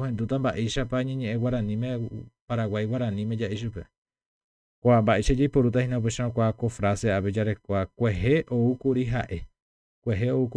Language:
Guarani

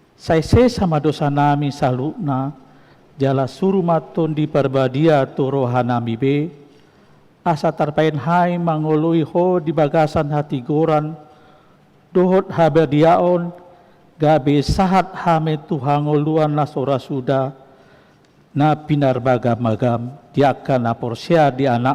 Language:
Batak Toba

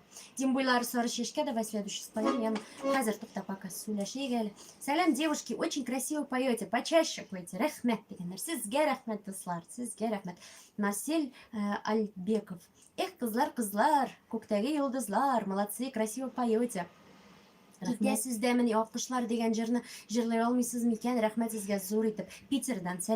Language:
Tatar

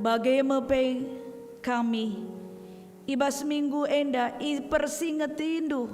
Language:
Batak Karo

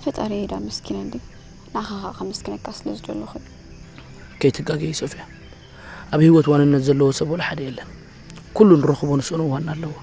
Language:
Tigrinya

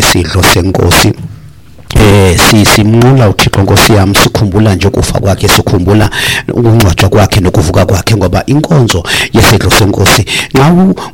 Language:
Xhosa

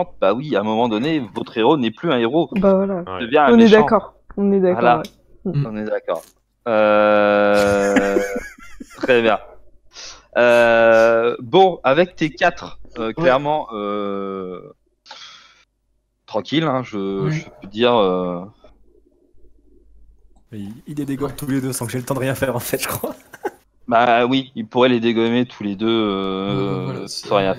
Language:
French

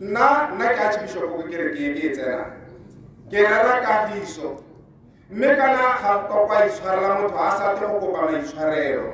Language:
Tswana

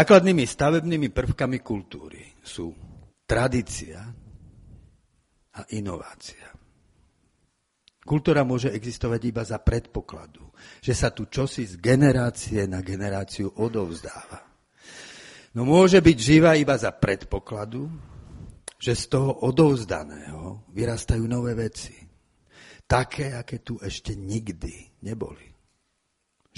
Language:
Slovak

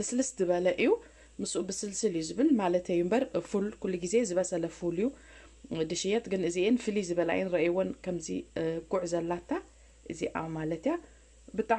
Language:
Tigrinya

